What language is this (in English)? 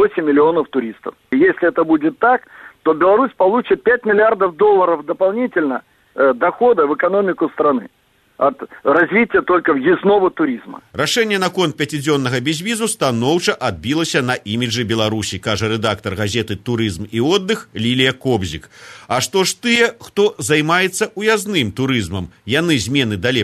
Belarusian